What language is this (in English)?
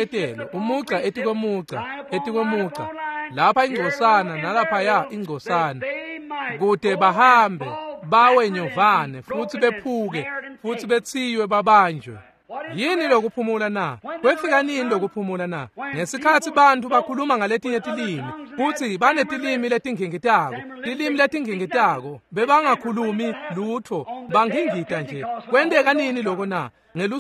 Swati